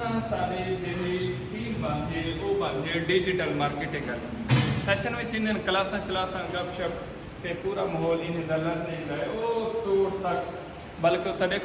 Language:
Saraiki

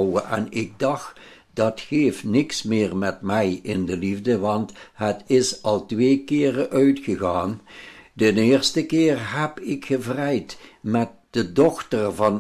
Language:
Limburgish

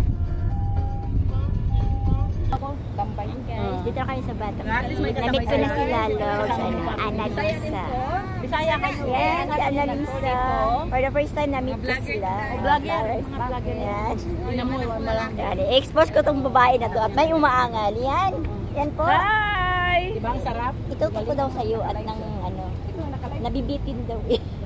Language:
Filipino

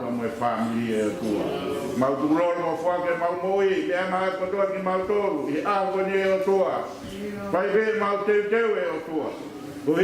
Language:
Tongan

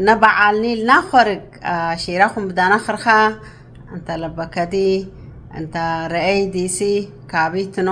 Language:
Tigrinya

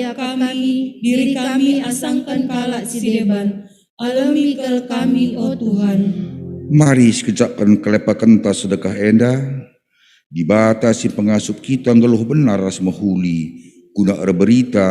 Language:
Batak Karo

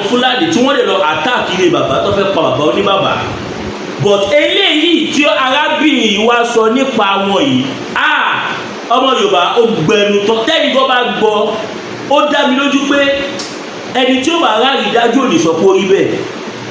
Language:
Yoruba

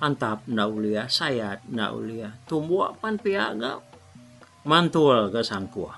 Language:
Iban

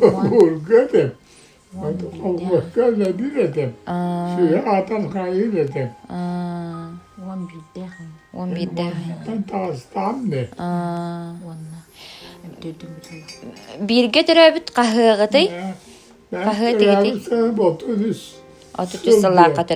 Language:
Yakut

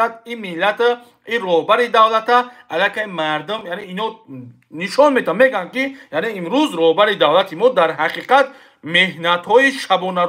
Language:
Tajik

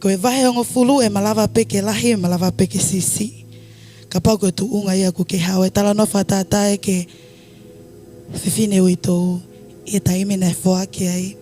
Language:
Tongan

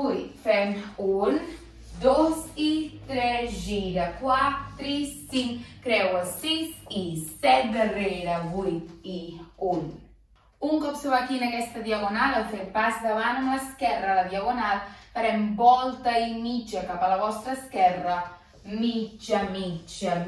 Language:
Catalan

